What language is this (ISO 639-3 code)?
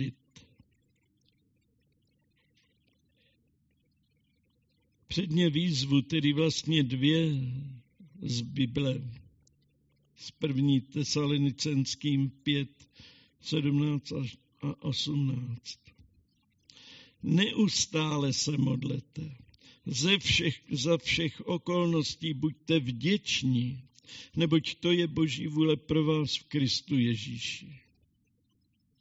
ces